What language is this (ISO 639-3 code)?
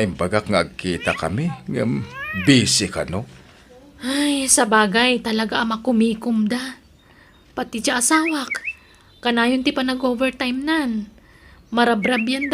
ilo